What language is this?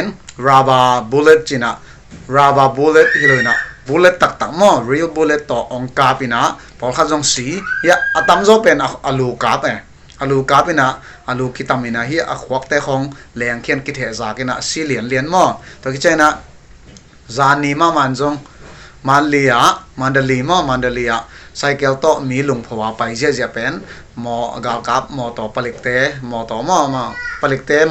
Paite Chin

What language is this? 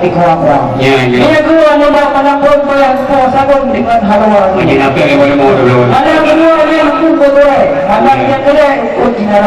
Achinese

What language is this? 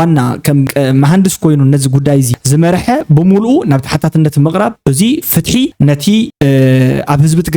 Tigrinya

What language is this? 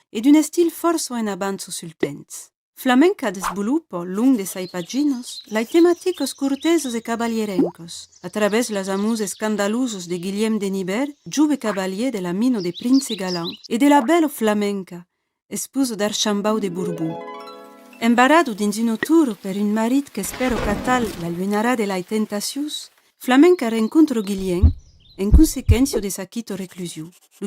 Occitan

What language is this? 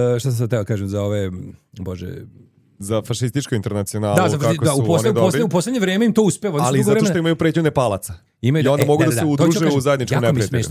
Serbian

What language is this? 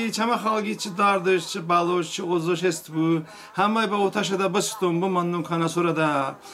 Talysh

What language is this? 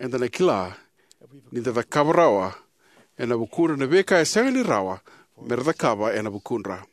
Fijian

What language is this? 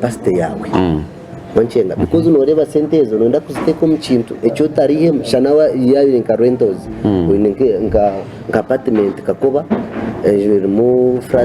Nyankole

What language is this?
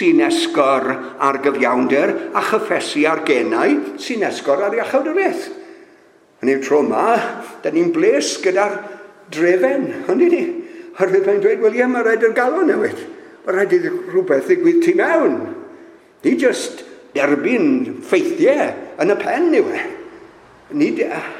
Welsh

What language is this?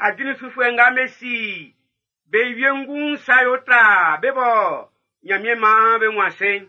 Baoulé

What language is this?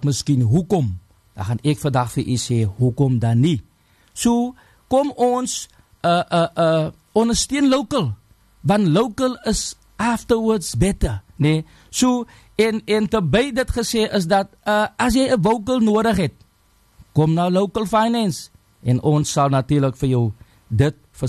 Afrikaans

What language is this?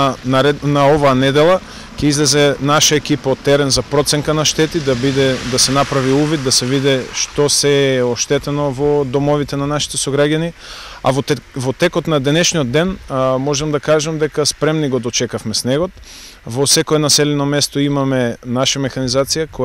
Macedonian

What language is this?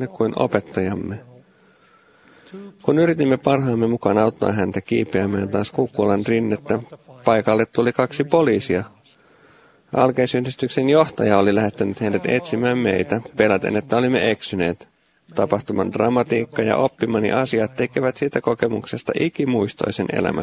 Finnish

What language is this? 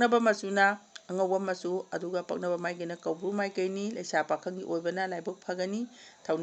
Manipuri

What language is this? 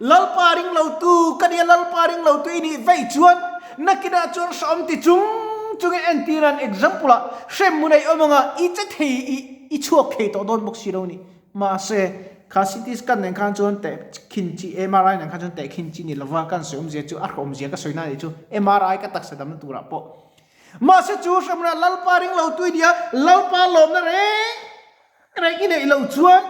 Mizo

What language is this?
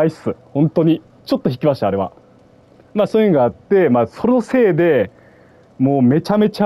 Japanese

